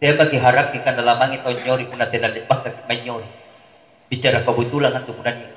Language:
Makasar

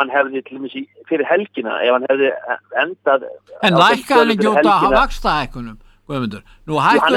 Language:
Icelandic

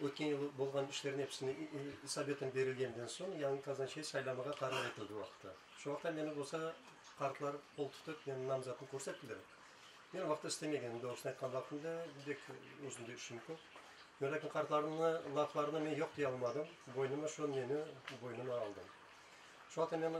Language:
Crimean Tatar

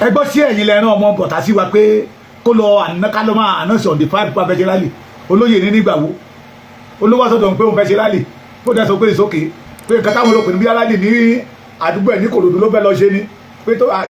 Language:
Yoruba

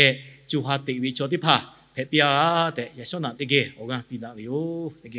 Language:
Lahu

